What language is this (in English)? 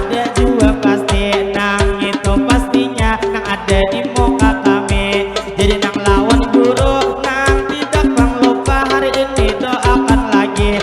Banjar